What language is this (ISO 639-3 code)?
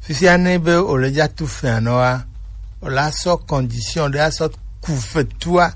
gej